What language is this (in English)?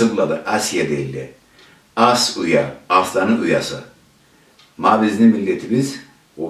Karachay-Balkar